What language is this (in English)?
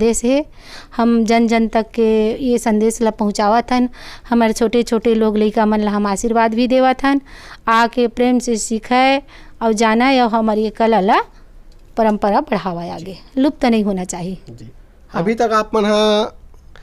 Chhattisgarhi